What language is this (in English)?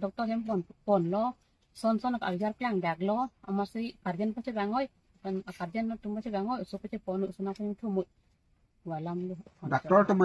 Karbi